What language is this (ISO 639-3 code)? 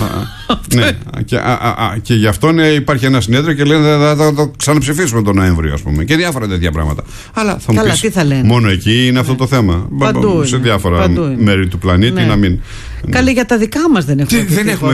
ell